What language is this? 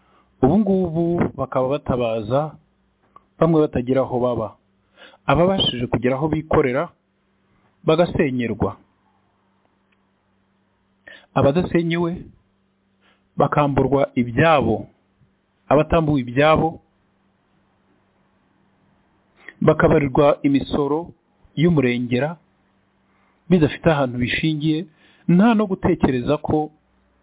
Kinyarwanda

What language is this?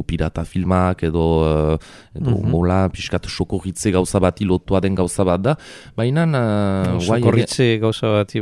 Basque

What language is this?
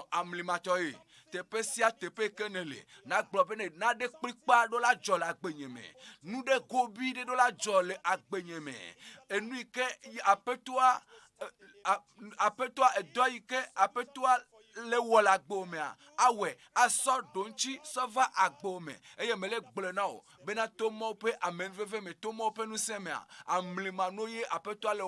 Ewe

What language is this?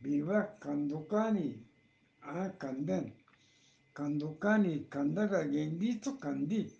Eastern Balochi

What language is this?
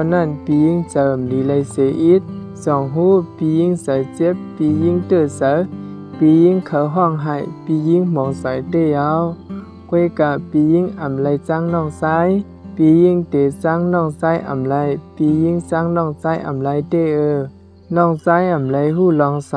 Shan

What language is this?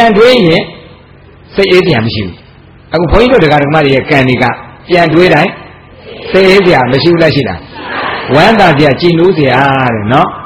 Burmese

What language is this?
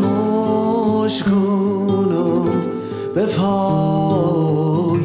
Persian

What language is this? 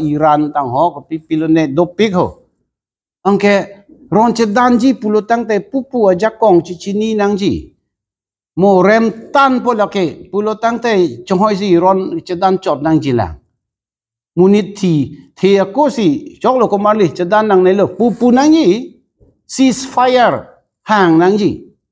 Karbi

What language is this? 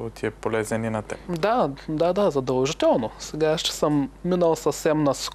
Bulgarian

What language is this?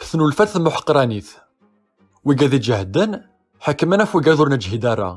Kabyle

